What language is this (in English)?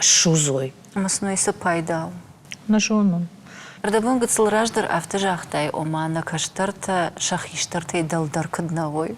Ossetic